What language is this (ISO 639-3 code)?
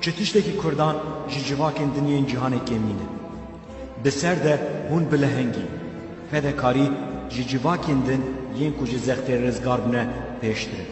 kur